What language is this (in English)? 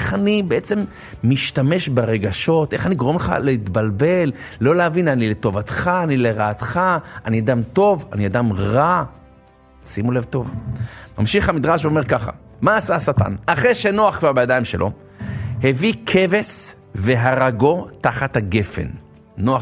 Hebrew